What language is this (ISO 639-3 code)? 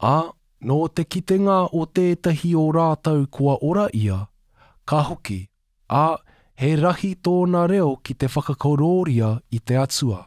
mri